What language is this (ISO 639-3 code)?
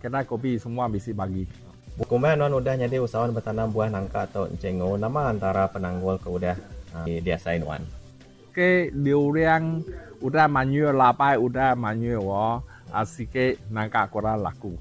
iba